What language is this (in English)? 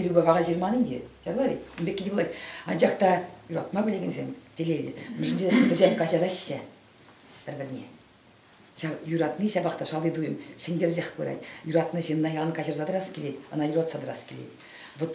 Chuvash